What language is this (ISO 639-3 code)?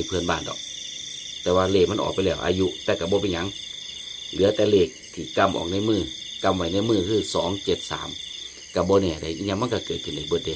tts